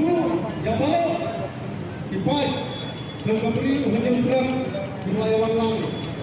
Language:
Khasi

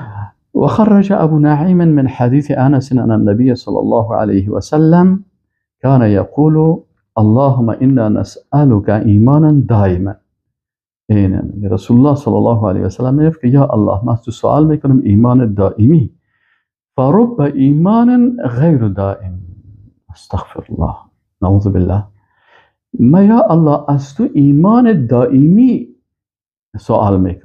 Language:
Persian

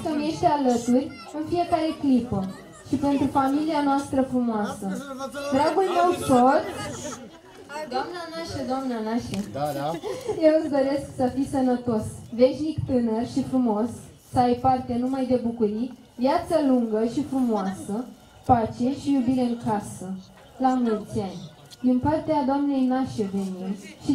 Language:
Romanian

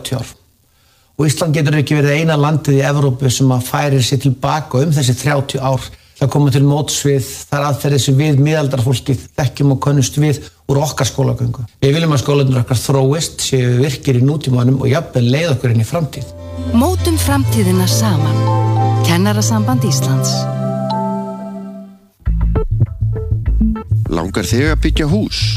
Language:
Icelandic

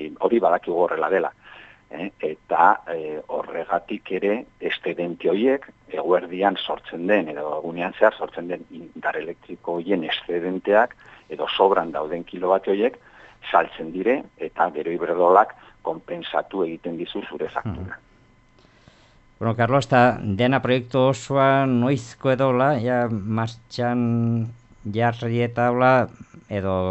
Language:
Basque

